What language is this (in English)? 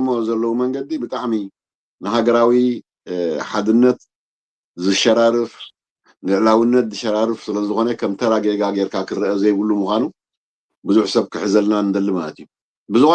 Tigrinya